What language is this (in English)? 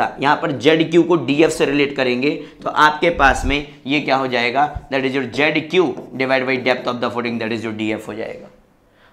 Hindi